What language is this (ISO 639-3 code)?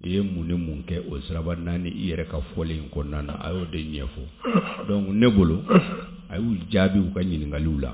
bam